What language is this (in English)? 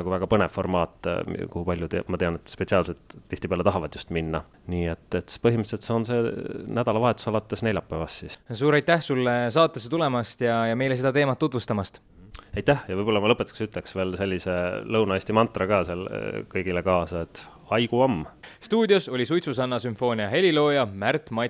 Estonian